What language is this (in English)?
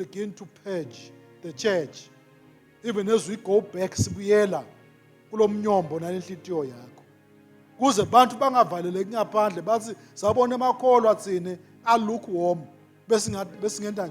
Swati